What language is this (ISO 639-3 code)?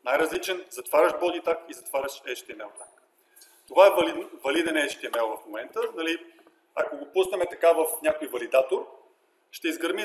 bul